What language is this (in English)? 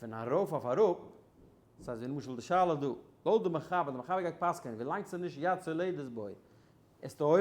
Yiddish